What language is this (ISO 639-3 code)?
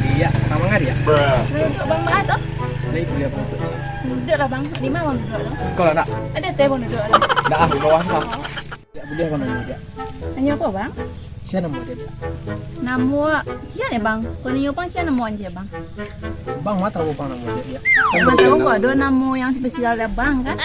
min